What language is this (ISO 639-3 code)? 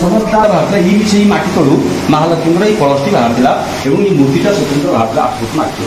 ori